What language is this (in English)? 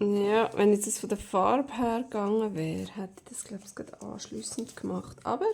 Swiss German